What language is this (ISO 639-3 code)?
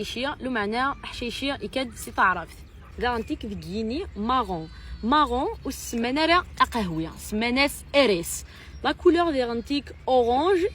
kab